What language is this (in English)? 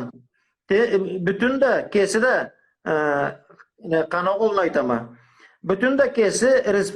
Karachay-Balkar